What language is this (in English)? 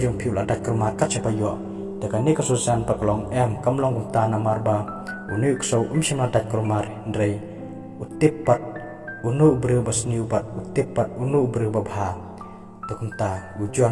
Khasi